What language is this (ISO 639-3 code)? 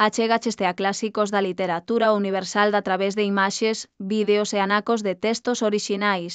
glg